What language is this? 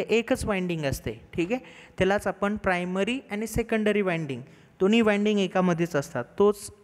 Marathi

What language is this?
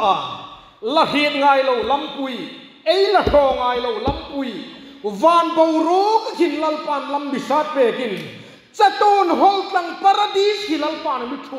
Hmar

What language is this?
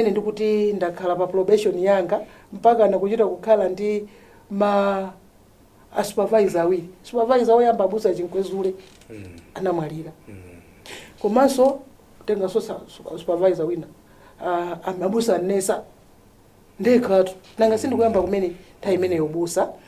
Nyanja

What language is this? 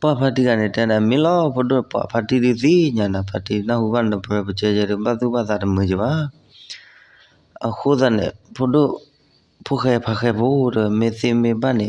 S'gaw Karen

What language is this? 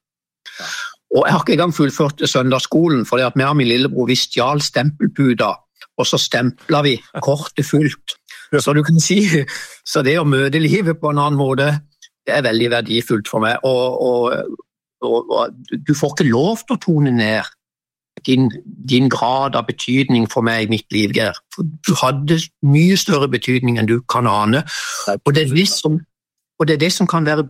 Norwegian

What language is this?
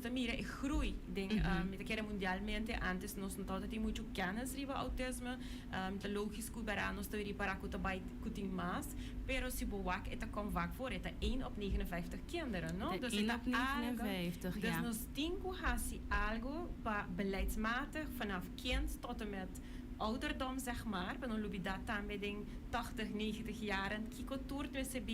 Papiamento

